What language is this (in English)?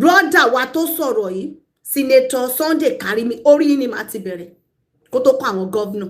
Yoruba